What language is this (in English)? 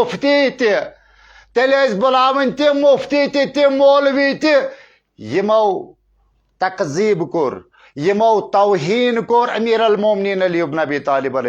Kashmiri